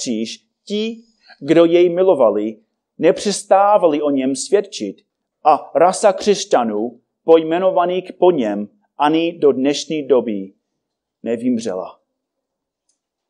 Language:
Czech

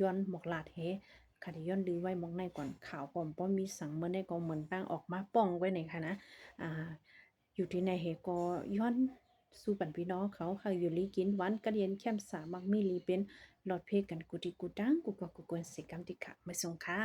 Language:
Shan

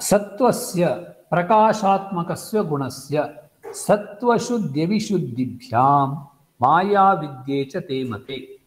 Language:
Sanskrit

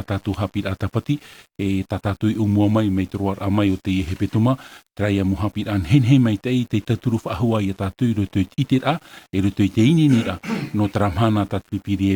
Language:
Tahitian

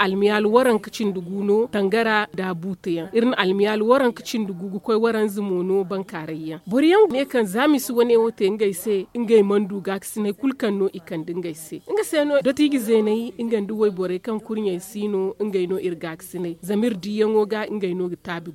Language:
Zarma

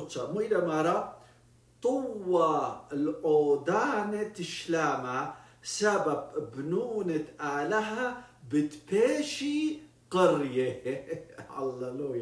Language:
Assyrian Neo-Aramaic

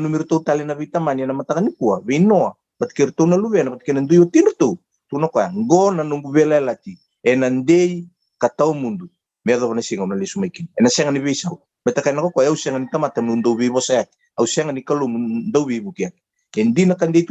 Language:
Fijian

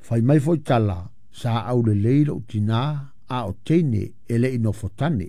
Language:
Samoan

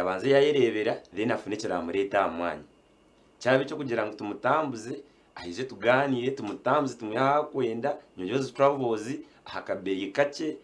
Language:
Nyankole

